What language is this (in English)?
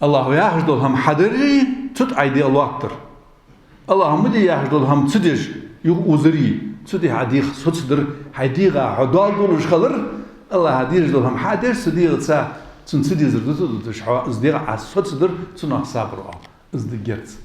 Ingush